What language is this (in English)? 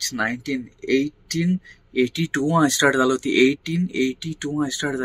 Konkani